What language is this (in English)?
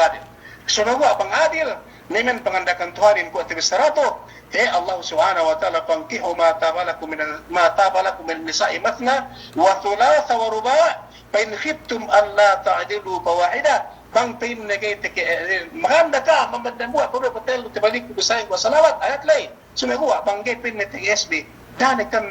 Yakan